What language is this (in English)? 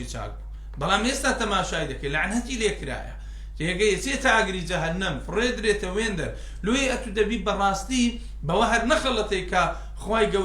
Central Kurdish